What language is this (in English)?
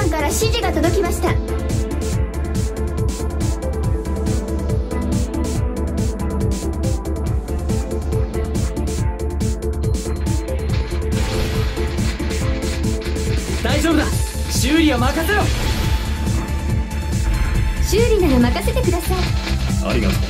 Japanese